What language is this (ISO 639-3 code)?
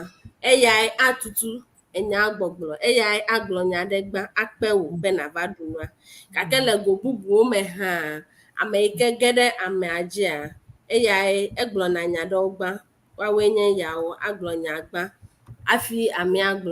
ewe